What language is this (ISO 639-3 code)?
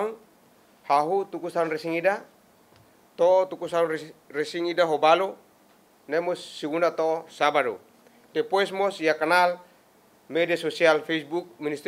tet